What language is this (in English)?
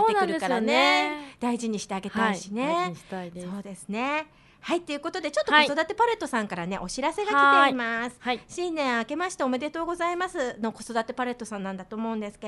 Japanese